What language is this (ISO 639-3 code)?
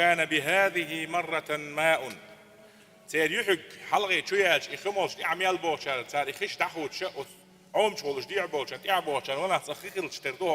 che